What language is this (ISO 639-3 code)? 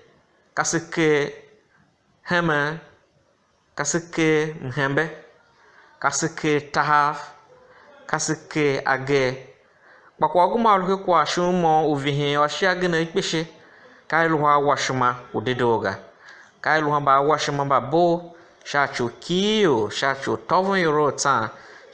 tiv